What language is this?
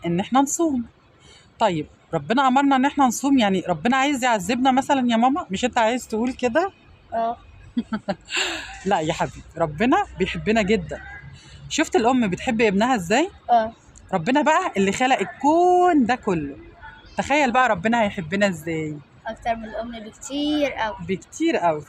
Egyptian Arabic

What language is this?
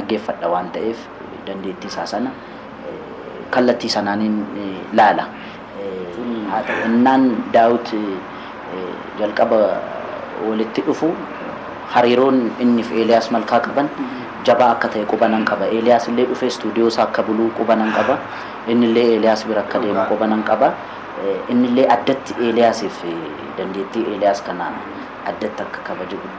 Oromo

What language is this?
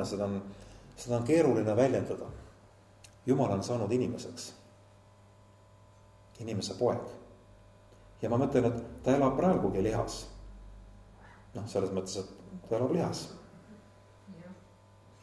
Estonian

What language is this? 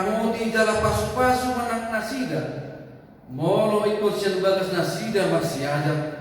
Batak Toba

